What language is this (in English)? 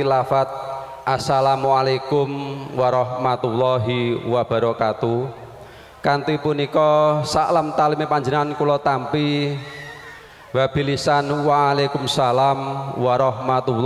Javanese